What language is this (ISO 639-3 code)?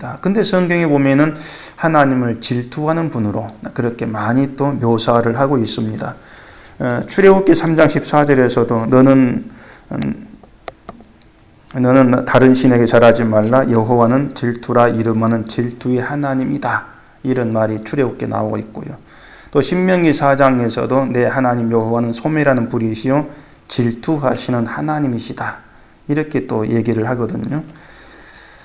kor